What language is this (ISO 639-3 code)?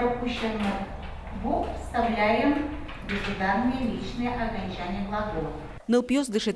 udm